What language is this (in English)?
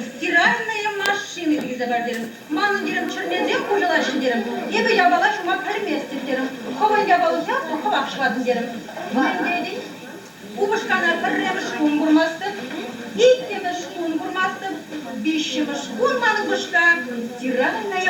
Chuvash